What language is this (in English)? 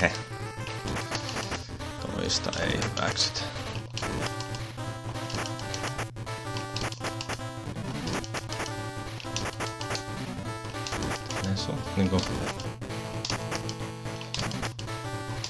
Finnish